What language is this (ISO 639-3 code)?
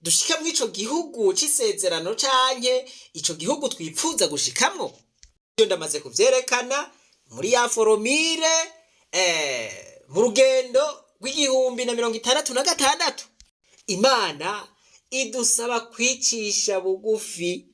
run